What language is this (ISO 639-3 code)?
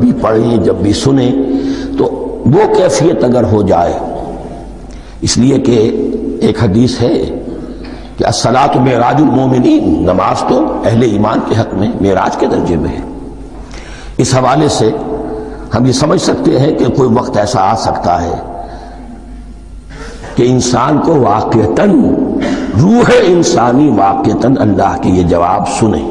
urd